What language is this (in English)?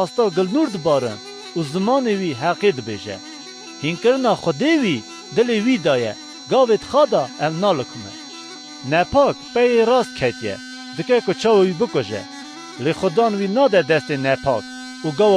Kurdish